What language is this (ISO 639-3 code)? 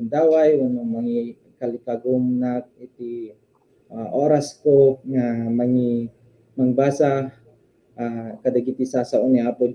ilo